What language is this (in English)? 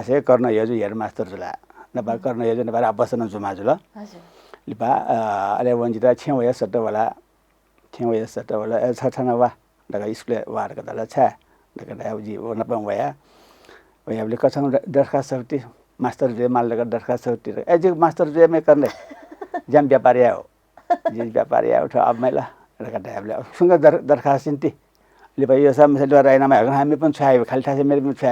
Newari